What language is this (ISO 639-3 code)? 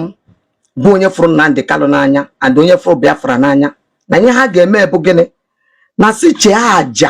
ibo